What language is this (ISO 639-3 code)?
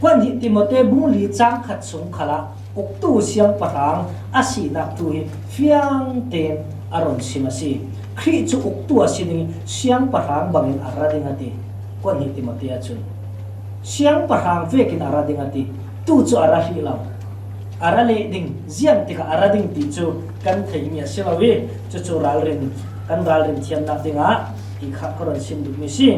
cfm